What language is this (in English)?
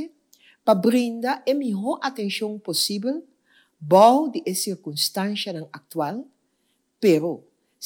Papiamento